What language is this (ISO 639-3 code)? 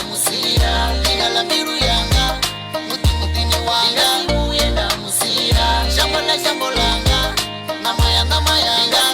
ven